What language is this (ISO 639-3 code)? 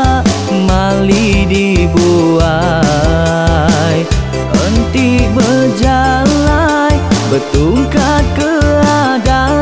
iba